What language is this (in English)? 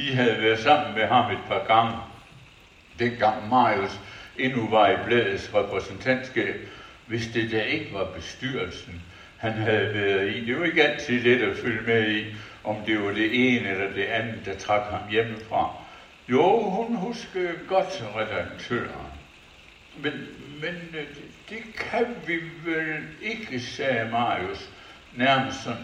Danish